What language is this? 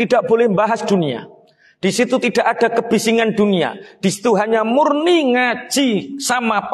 Indonesian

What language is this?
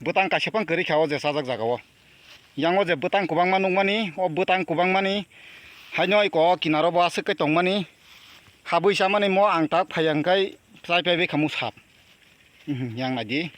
Kok Borok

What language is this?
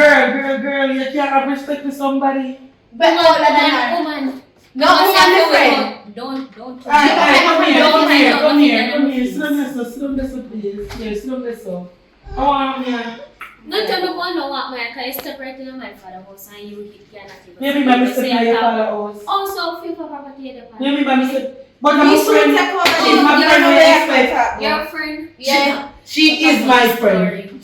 Jamaican Creole English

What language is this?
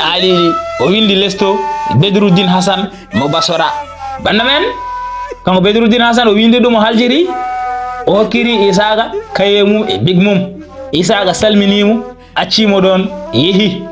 Fula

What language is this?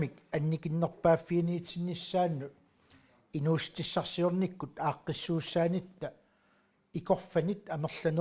Kalaallisut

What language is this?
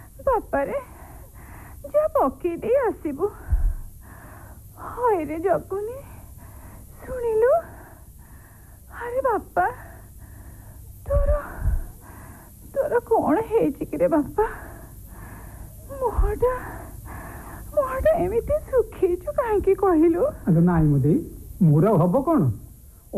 Odia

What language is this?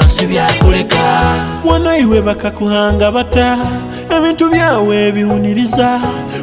Nyoro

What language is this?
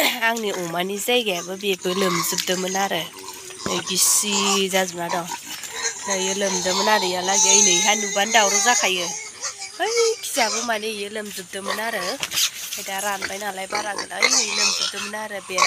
Bodo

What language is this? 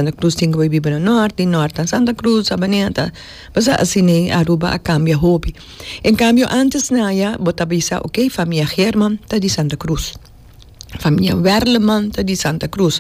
Papiamento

